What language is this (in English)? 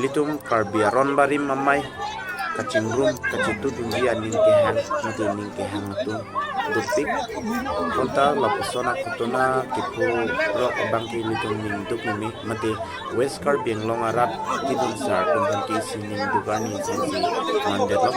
Karbi